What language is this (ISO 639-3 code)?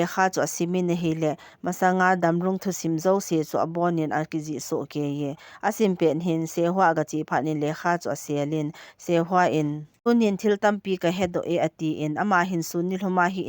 tcz